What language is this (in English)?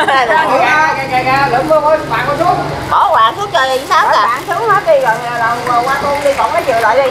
Vietnamese